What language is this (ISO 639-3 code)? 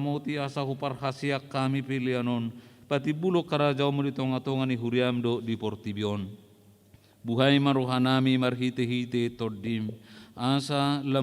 bbc